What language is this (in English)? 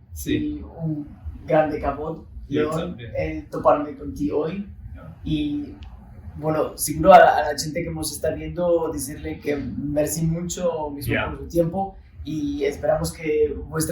Ladino